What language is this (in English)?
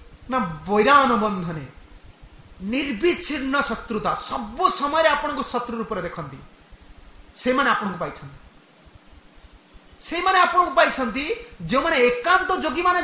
Odia